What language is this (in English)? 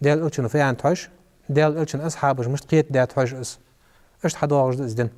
Ingush